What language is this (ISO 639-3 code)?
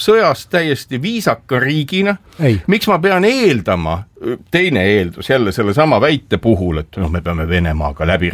est